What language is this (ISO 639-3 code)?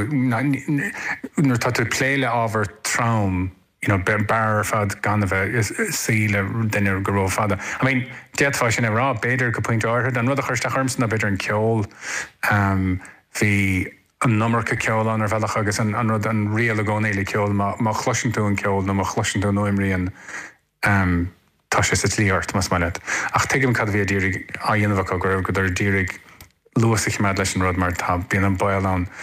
gle